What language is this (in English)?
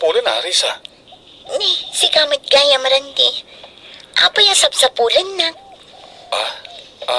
Iloko